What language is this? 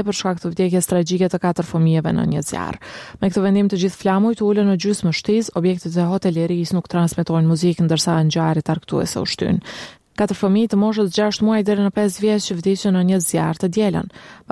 Albanian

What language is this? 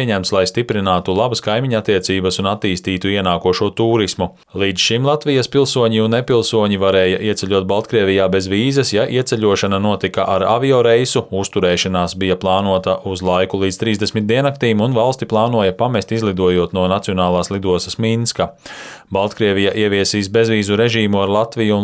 Latvian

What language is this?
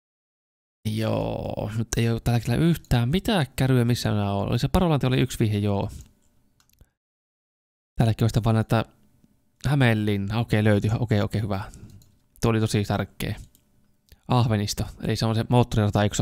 Finnish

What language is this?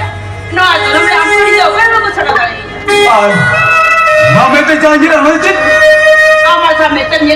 Santali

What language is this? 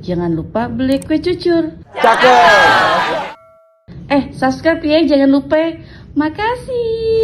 Betawi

